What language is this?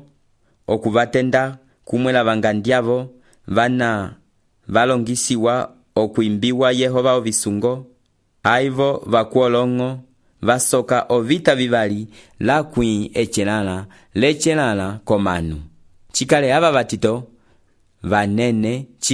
Umbundu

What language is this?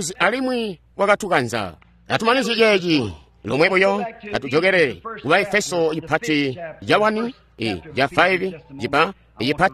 Tonga (Zambia)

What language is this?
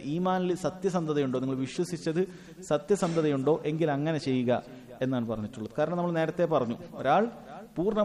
Malayalam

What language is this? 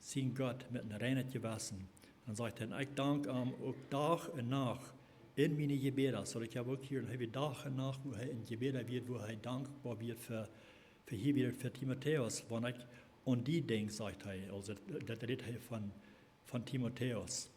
Plautdietsch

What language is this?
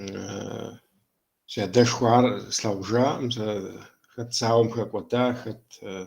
Kabardian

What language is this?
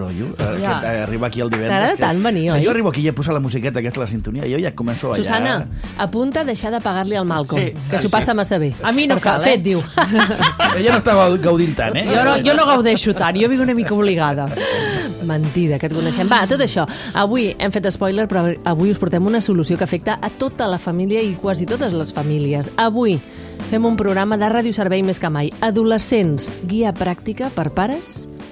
Catalan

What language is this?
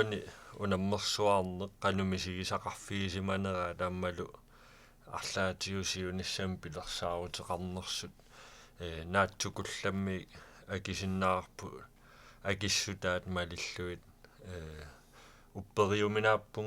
Kalaallisut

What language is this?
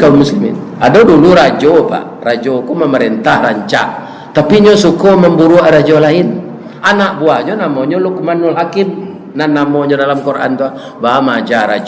Minangkabau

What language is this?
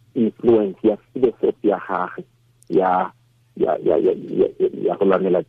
Tswana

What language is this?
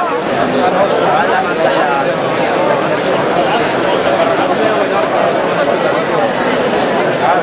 Catalan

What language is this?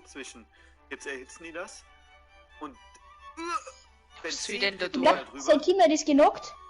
Bavarian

